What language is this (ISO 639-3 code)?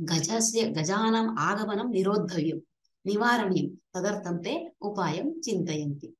san